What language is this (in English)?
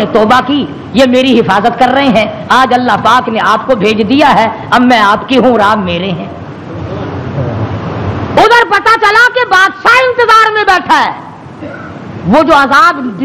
Urdu